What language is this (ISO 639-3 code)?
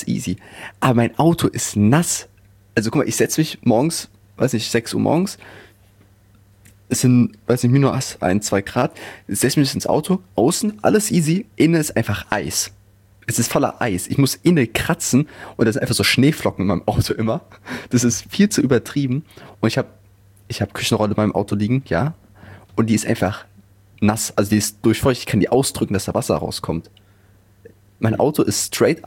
deu